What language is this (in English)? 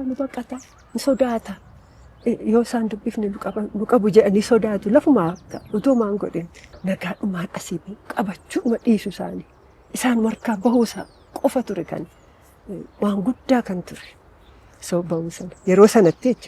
Oromo